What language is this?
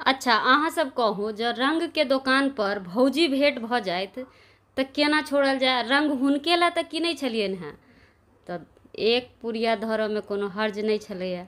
Maithili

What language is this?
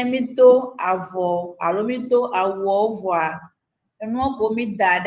Ewe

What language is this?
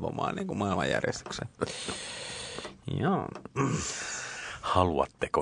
Finnish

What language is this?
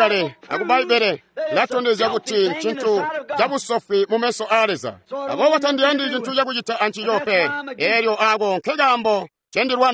Tonga (Zambia)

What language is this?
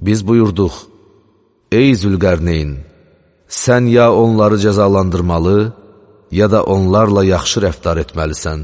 Azerbaijani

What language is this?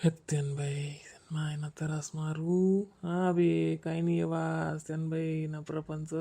Khandesi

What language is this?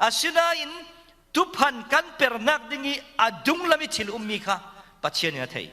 Falam Chin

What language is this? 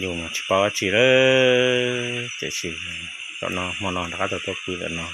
Hmong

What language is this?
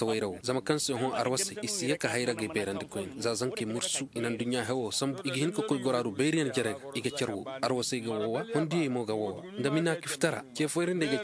Koyraboro Senni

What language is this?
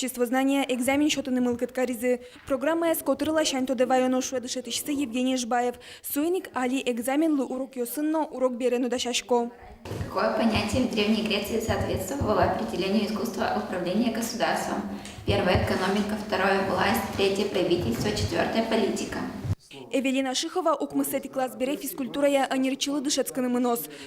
Udmurt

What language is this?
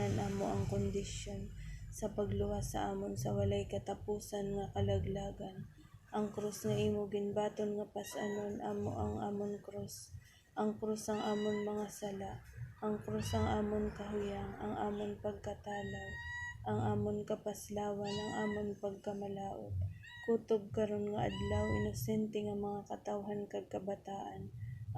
Hiligaynon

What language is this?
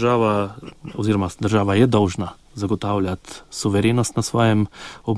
Slovenian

